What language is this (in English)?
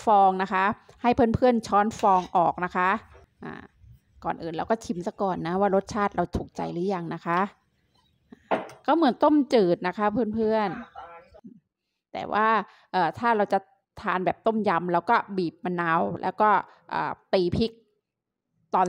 Thai